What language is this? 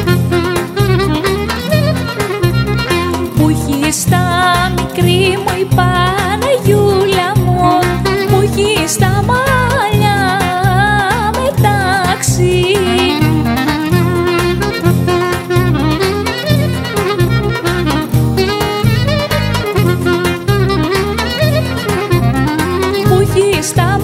Greek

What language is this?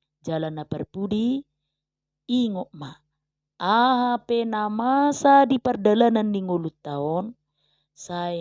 Batak Toba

